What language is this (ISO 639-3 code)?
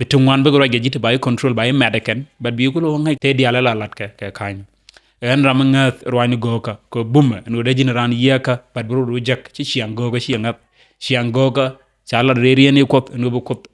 nus